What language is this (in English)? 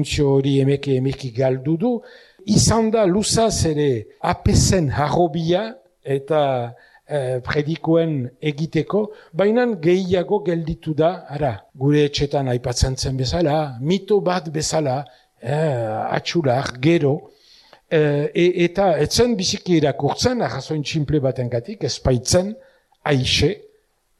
Basque